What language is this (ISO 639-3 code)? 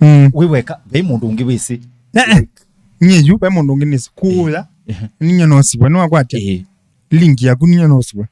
kam